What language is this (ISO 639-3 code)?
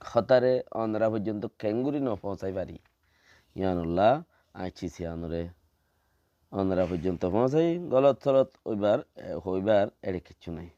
rhg